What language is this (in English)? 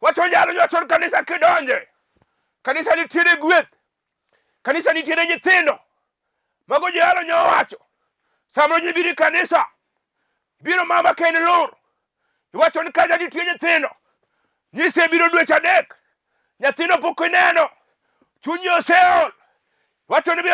Luo (Kenya and Tanzania)